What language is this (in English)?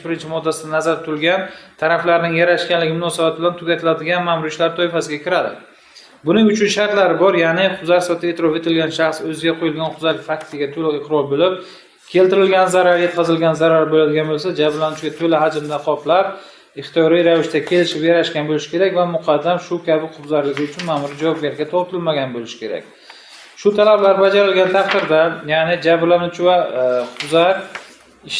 Uzbek